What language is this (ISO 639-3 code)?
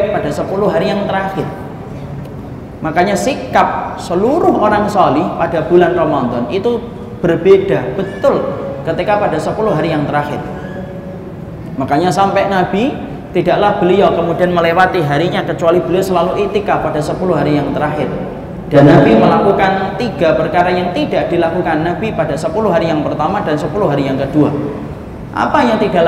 ind